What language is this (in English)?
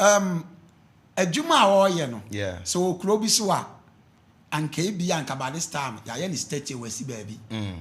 Akan